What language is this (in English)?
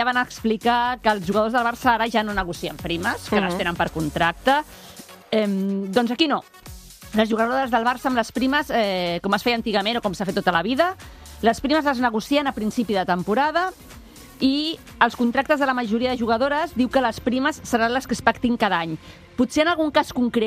Catalan